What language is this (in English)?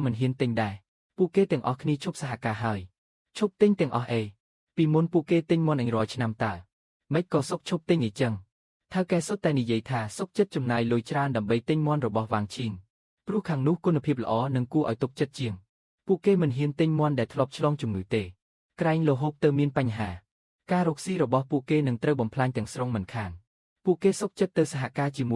Khmer